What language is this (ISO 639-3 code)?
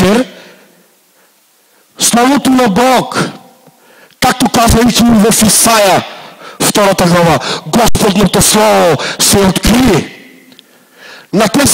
bul